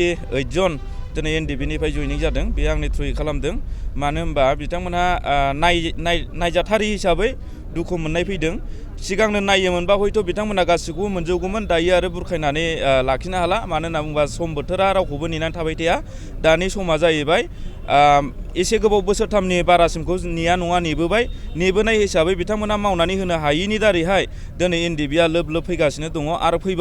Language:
Bodo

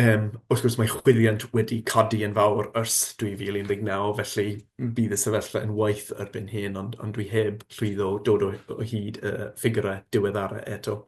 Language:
Welsh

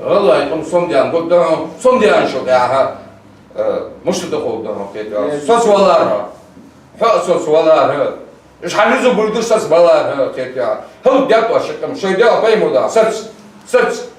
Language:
Ingush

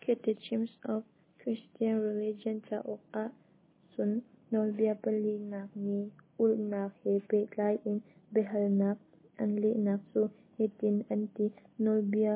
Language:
Hakha Chin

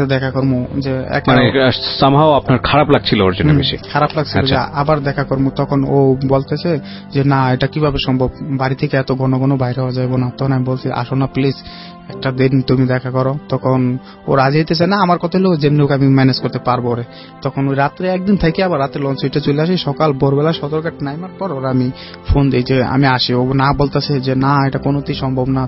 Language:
Bangla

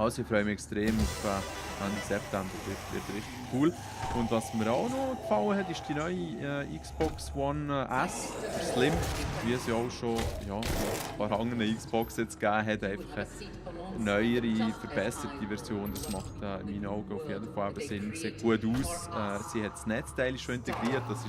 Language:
Swiss German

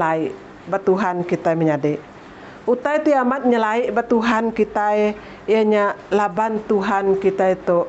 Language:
Iban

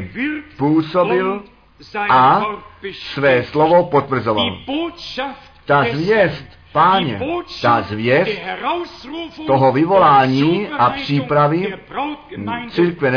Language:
Czech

